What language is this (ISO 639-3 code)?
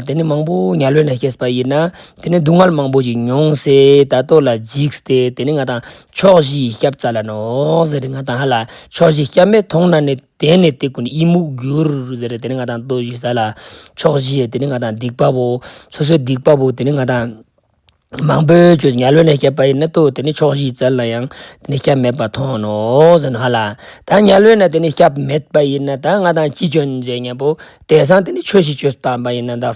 lbj